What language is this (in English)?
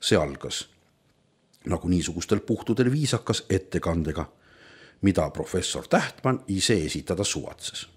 Estonian